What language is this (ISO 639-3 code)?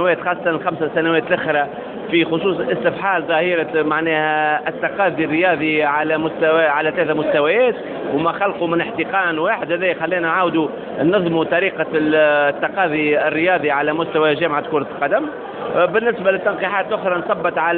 aeb